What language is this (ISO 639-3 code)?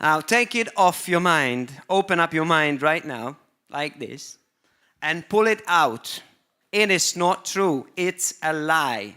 eng